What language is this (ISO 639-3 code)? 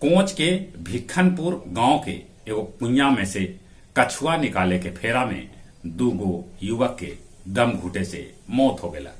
mag